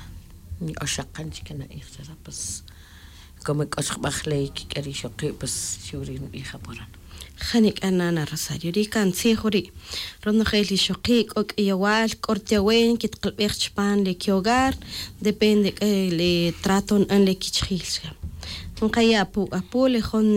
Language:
Tz'utujil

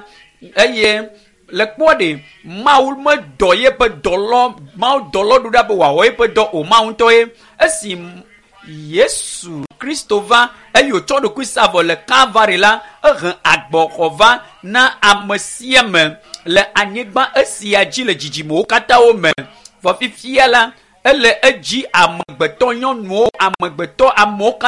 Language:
Ewe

